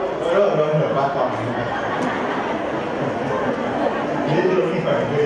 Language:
Vietnamese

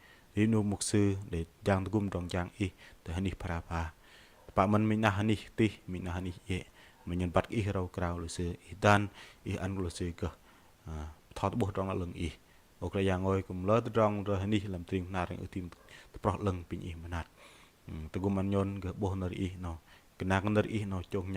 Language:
Bahnar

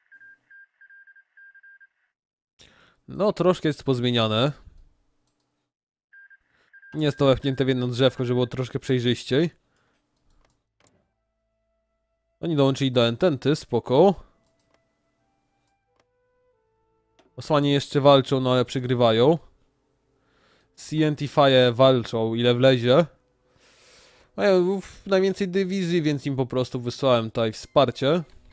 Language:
Polish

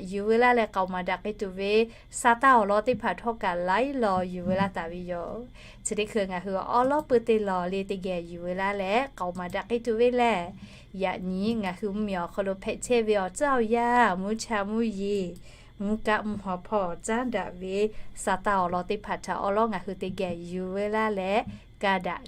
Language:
Lahu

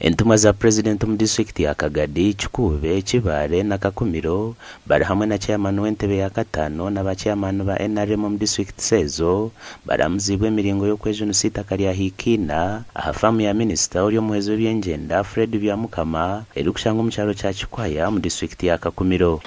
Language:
Nyankole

